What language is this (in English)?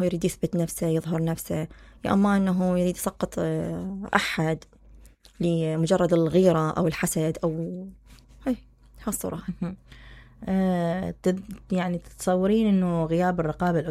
Mesopotamian Arabic